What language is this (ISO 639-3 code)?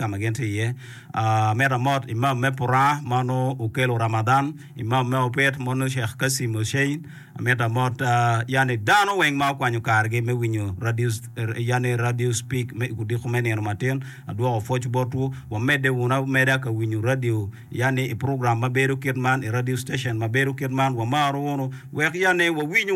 ach